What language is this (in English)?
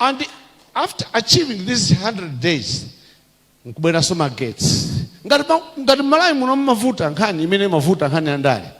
Nyanja